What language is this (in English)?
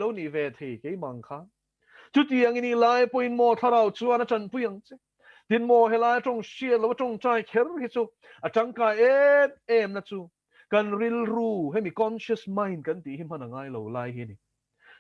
Mizo